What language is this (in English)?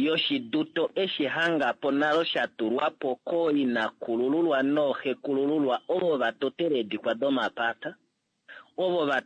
Kuanyama